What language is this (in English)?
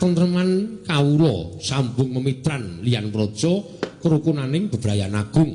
Javanese